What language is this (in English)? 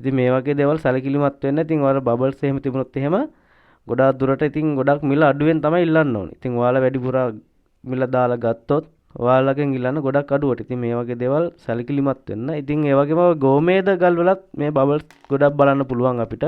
Sinhala